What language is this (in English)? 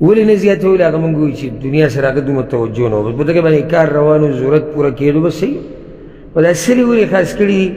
Pashto